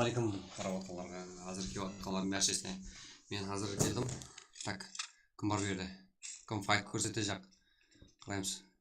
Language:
Kara-Kalpak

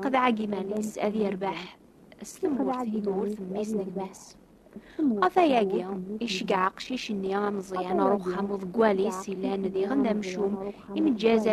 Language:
Kabyle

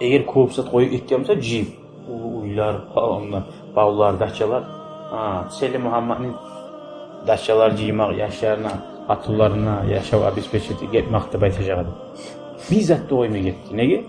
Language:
Kumyk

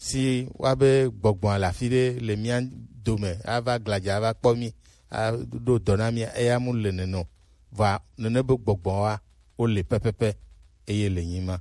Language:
Gen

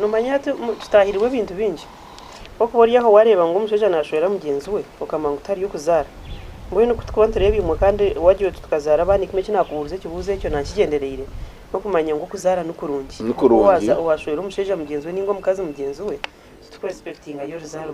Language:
Nyankole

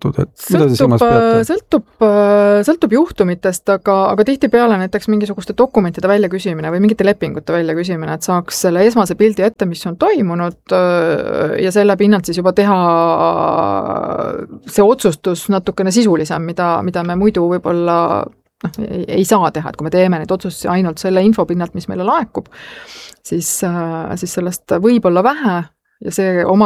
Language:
Estonian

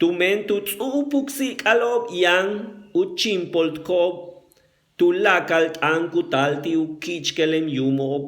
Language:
Yucateco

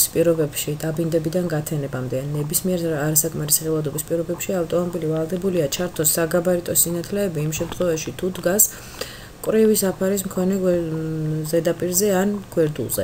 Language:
Georgian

